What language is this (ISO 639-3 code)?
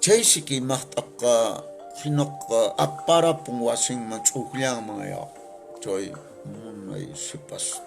que